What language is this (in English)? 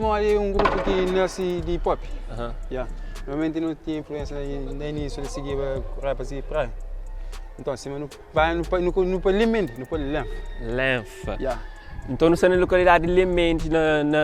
Kabuverdianu